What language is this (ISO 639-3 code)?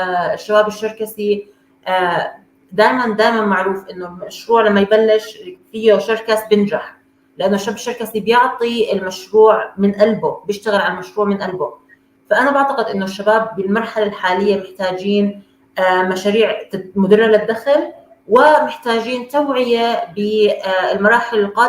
apc